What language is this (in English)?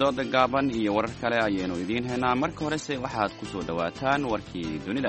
Somali